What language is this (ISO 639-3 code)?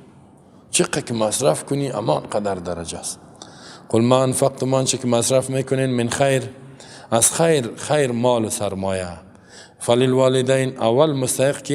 fas